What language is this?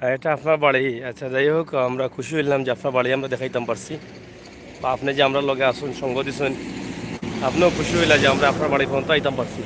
Sylheti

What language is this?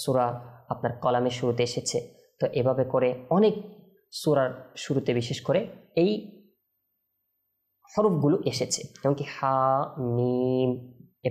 Bangla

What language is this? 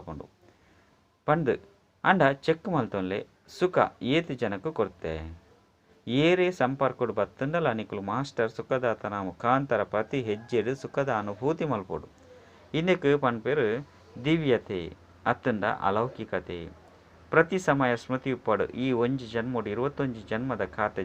Tulu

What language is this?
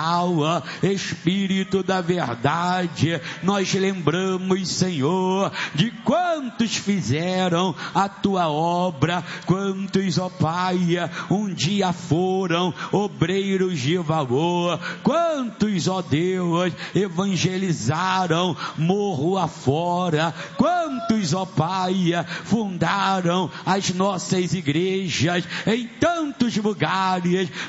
Portuguese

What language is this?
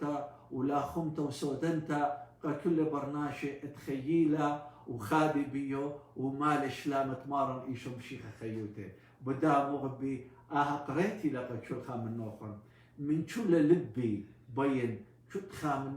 Assyrian Neo-Aramaic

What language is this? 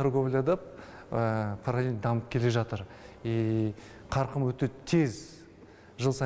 Kazakh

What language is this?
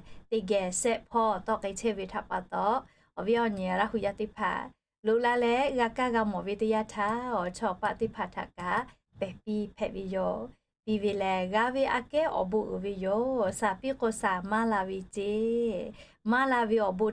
Lahu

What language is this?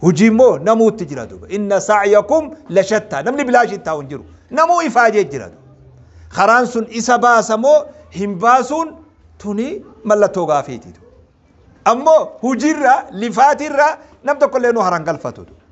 Oromo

